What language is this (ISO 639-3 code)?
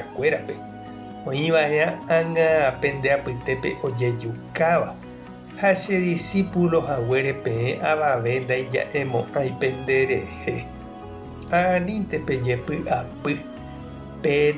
grn